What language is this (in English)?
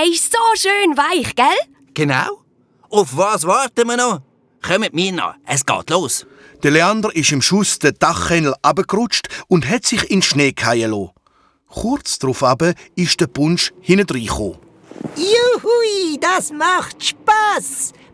Swiss German